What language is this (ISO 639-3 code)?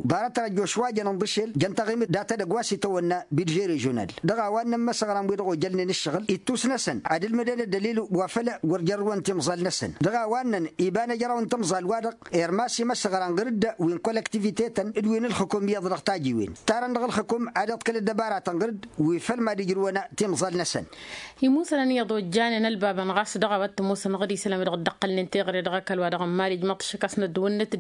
taq